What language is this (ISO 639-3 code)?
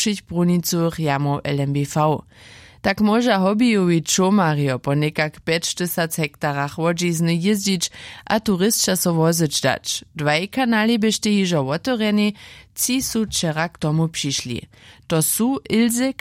hsb